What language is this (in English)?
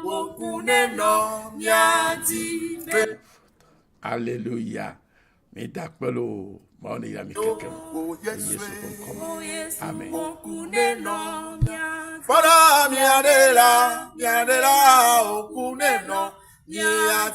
Ewe